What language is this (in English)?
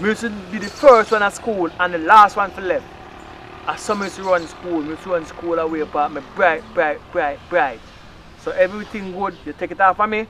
Jamaican Creole English